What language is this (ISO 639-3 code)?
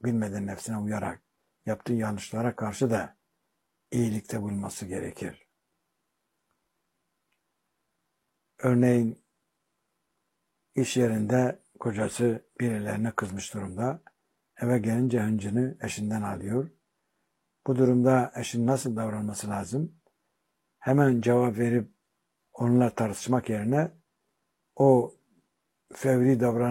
tur